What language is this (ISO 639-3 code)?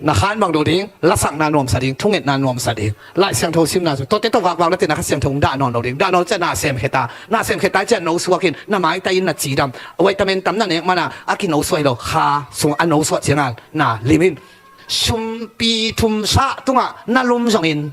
ctd